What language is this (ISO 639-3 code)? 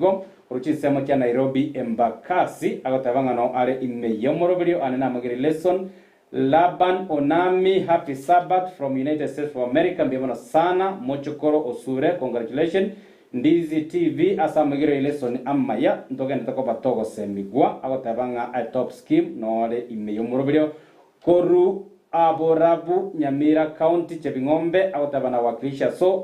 guz